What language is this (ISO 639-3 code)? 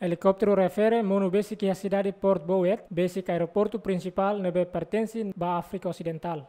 tet